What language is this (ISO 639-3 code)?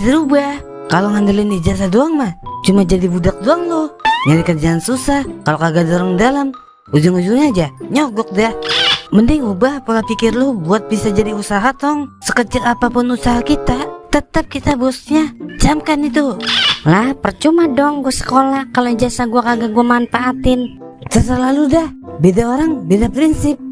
bew